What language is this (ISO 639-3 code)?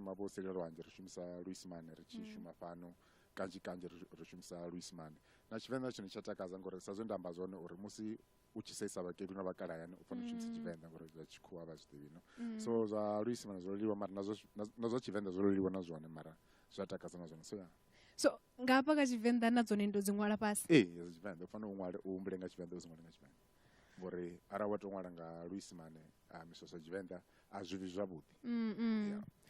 ven